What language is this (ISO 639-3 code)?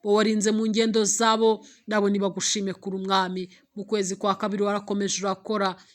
kin